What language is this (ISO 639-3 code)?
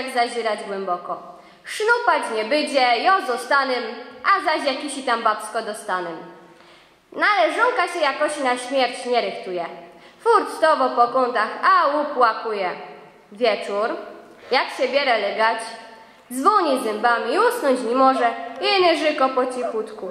szl